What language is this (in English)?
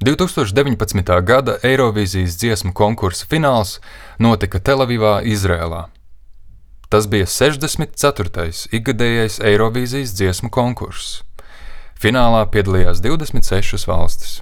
Latvian